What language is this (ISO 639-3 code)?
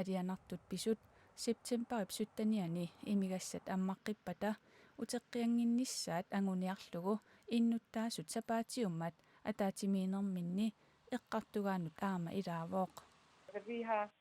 kal